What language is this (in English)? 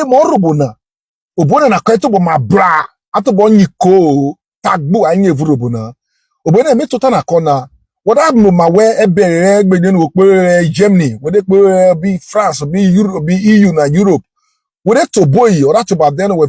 Urhobo